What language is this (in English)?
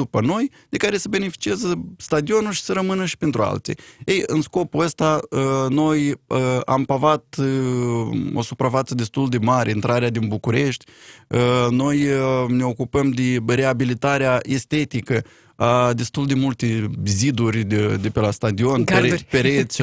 Romanian